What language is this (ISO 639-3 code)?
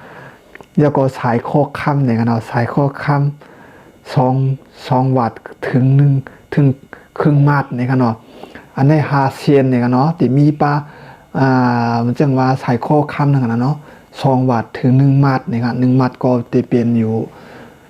shn